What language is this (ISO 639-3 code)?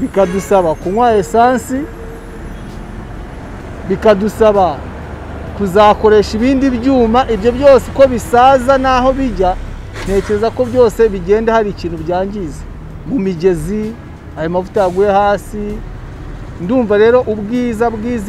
kin